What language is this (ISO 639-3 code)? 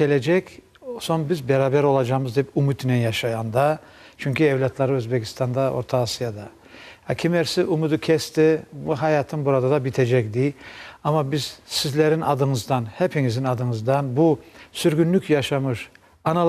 crh